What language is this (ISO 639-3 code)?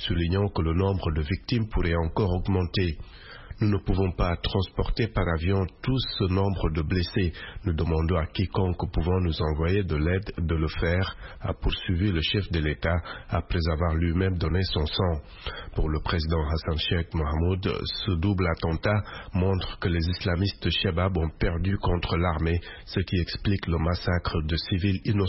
fra